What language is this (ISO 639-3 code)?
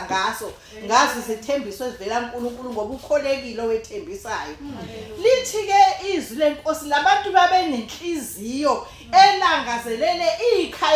zul